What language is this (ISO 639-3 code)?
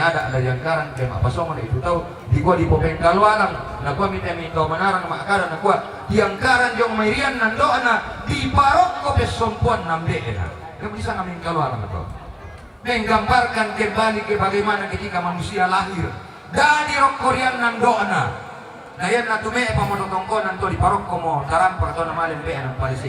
sda